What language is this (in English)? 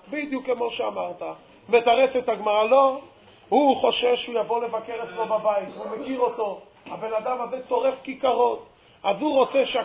Hebrew